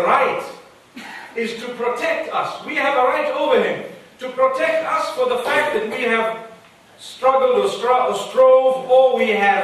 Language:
English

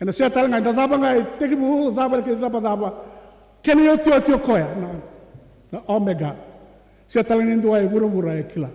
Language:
Fijian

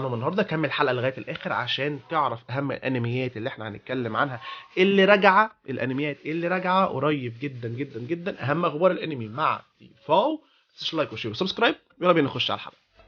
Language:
Egyptian Arabic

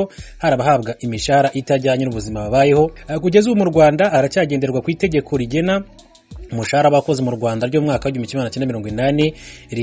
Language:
Kinyarwanda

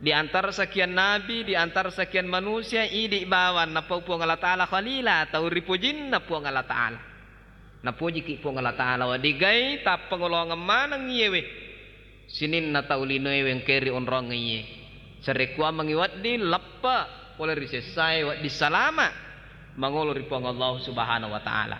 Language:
Buginese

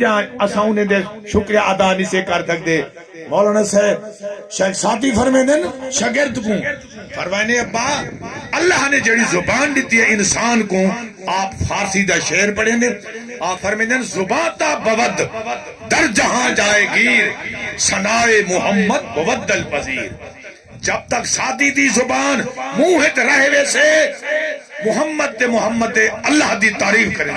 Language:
Saraiki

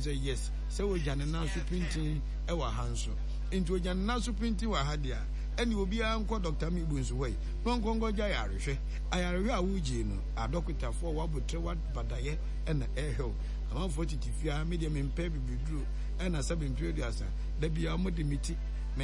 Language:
Akan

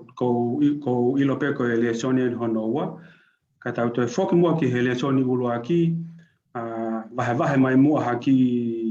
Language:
Tongan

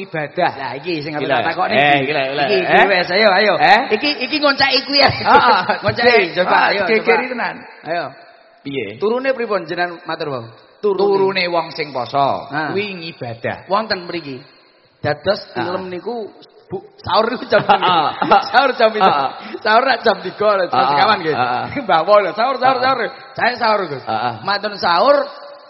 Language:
Javanese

